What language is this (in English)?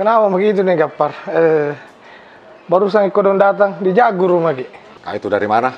Makassar Malay